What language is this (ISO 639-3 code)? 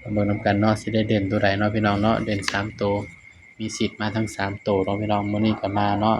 tts